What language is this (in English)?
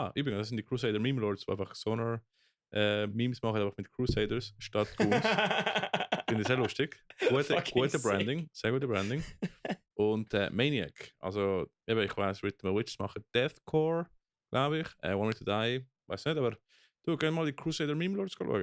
Swiss German